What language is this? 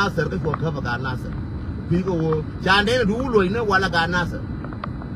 Nuer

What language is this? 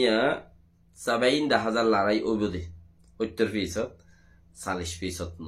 Rohingya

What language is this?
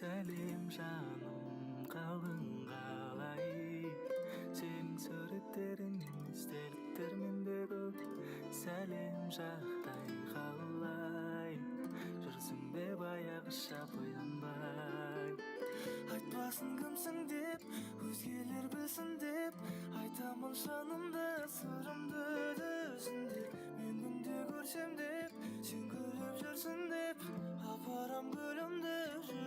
Kara-Kalpak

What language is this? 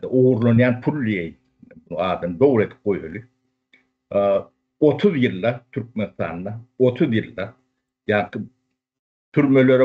Turkmen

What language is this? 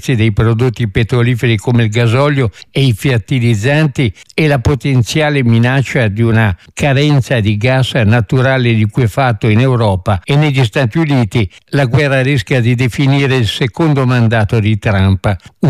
Italian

